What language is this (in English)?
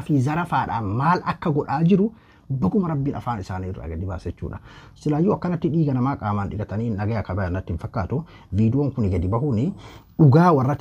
Oromo